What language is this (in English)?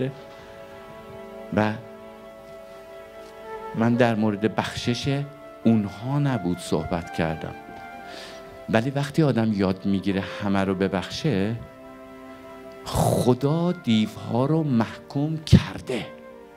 Persian